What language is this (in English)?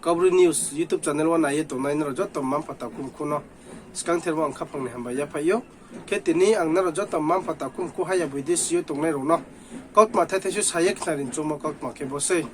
Riang (India)